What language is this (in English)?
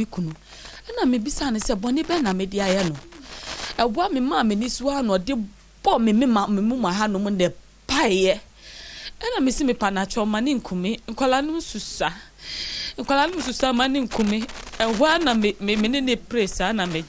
Akan